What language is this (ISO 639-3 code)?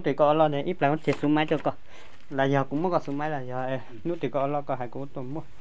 hmn